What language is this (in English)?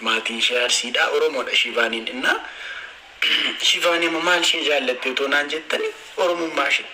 Oromo